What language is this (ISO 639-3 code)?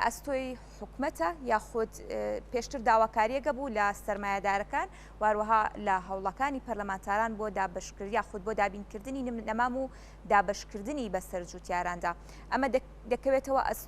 ckb